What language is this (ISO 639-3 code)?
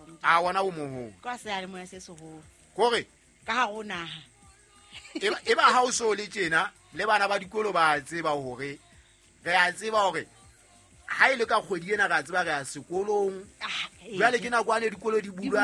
sot